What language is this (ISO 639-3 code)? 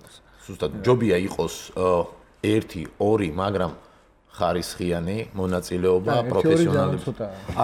kat